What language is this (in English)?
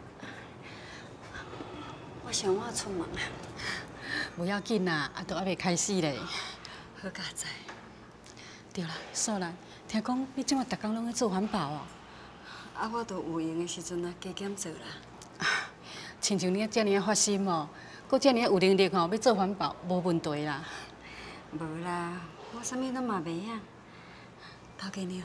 Min Nan Chinese